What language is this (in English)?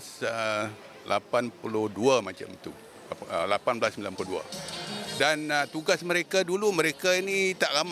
Malay